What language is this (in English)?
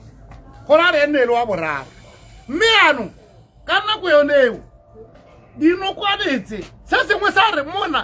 Tswana